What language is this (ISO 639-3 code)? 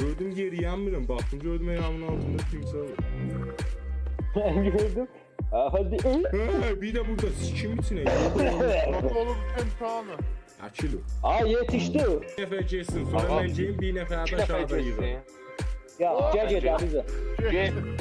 azb